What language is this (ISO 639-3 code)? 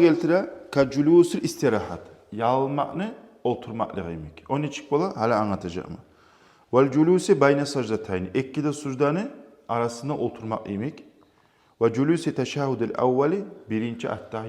kum